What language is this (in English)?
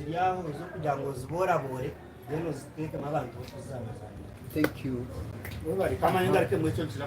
Nyankole